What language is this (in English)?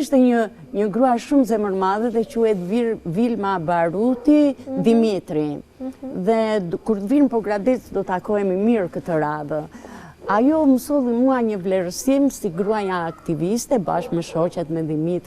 Albanian